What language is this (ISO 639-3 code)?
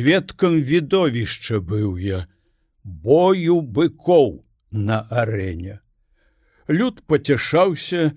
bel